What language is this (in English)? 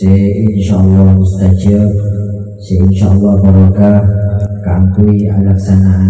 Madurese